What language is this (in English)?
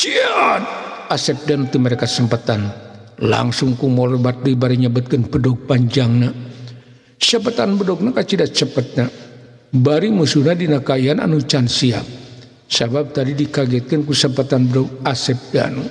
Sundanese